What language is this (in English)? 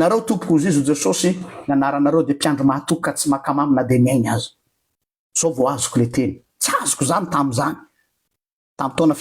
Malagasy